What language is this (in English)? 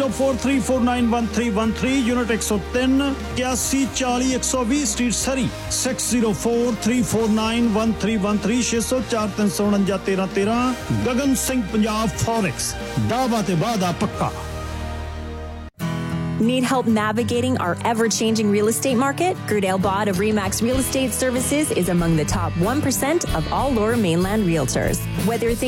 Punjabi